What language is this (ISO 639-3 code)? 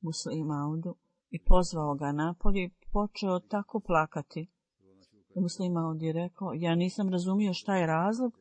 bos